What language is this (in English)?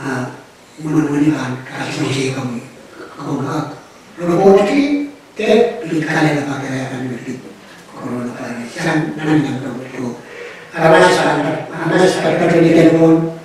Pohnpeian